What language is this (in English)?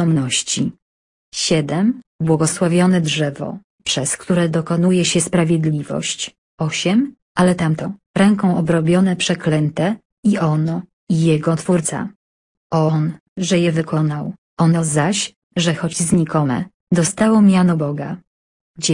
Polish